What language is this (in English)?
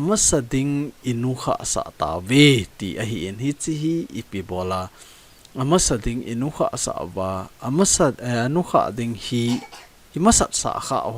Thado Chin